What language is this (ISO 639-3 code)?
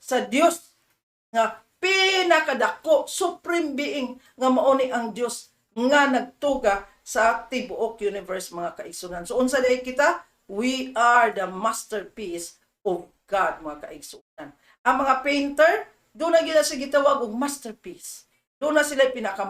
ceb